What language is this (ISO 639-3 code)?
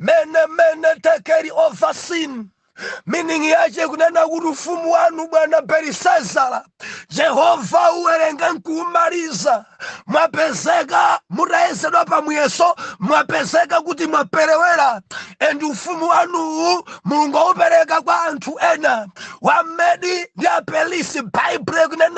nya